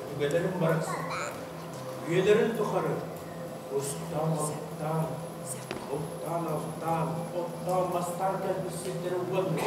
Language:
Yakut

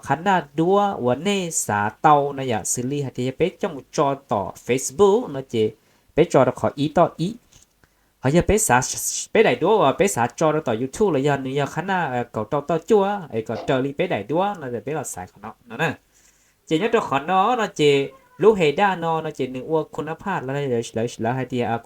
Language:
Hmong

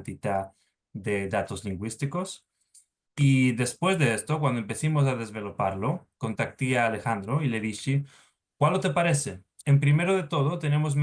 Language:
Ladino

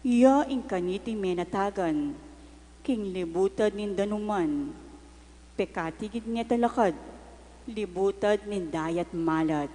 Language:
Pampanga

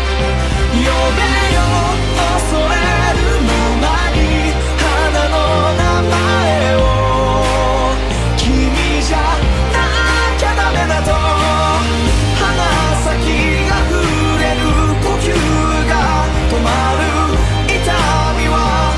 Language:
Japanese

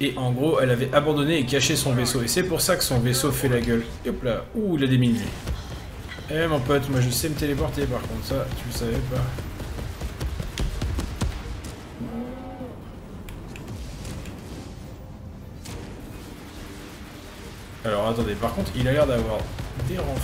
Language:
French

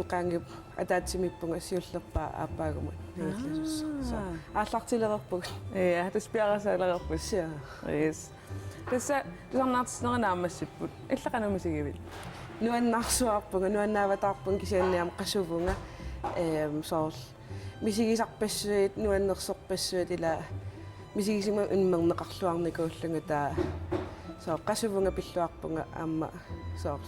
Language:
Kalaallisut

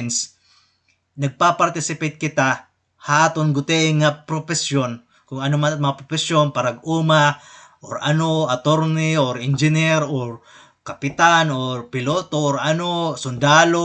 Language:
Waray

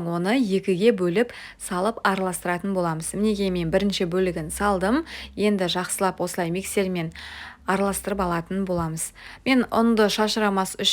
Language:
Kazakh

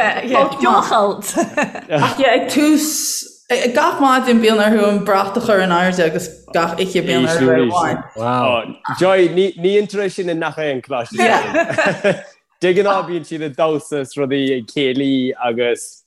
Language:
Irish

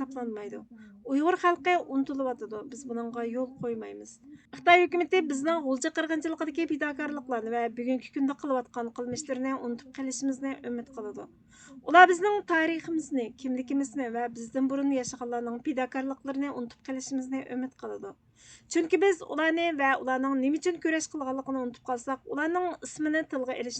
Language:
Uyghur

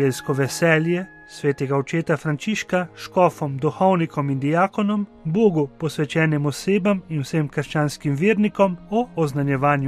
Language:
Slovenian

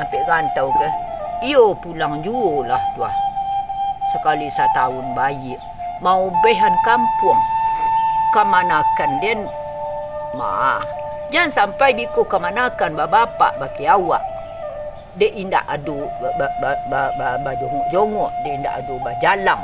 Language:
Minangkabau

